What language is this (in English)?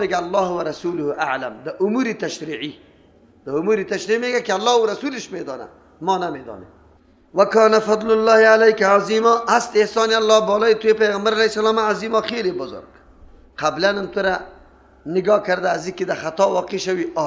Persian